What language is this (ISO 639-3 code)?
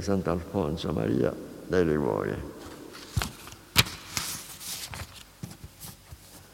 ita